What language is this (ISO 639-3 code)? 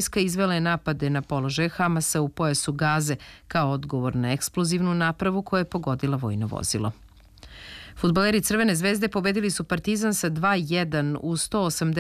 srp